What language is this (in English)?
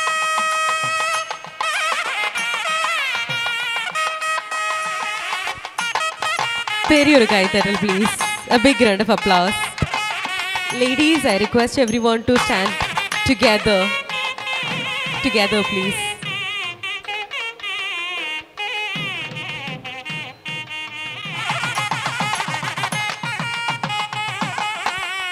Tamil